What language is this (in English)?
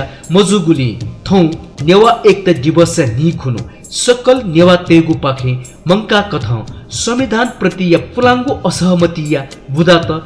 Newari